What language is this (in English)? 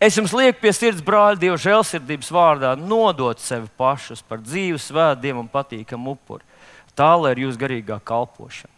Latvian